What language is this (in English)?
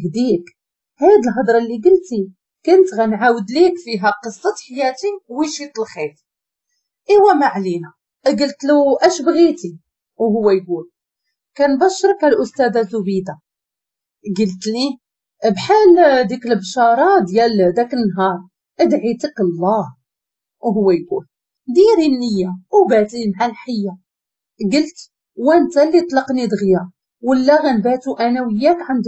Moroccan Arabic